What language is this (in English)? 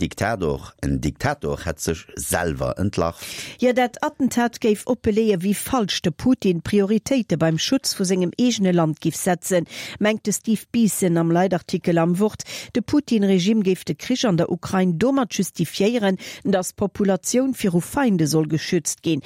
Luxembourgish